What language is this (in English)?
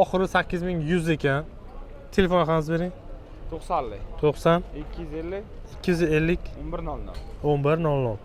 Uzbek